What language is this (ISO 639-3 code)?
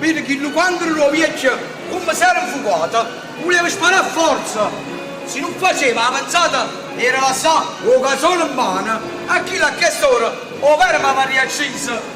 nap